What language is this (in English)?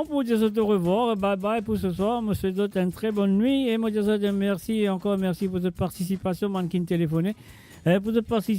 Morisyen